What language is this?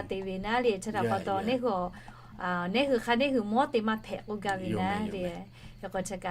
Lahu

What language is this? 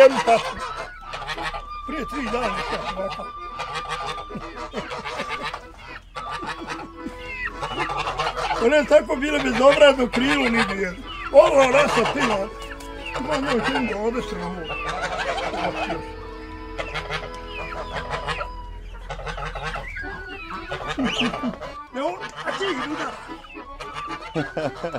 Bosnian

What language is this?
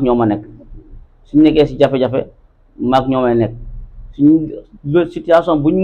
Wolof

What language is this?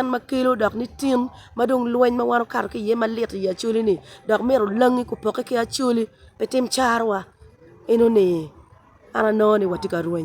Acoli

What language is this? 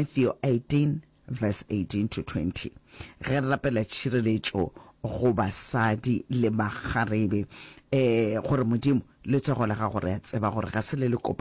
Northern Sotho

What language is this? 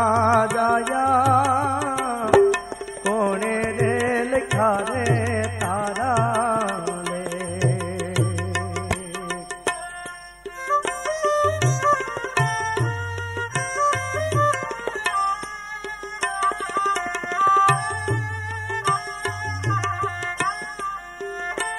Gujarati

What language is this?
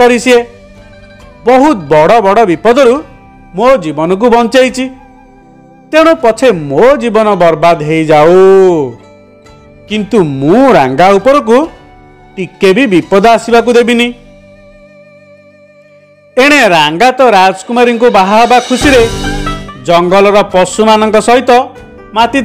Odia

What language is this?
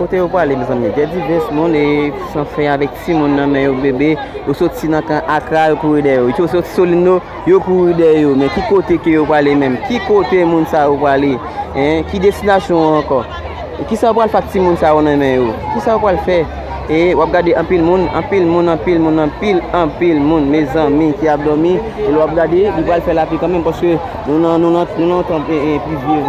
Haitian Creole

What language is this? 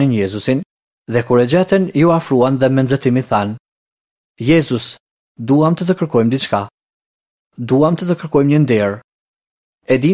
Albanian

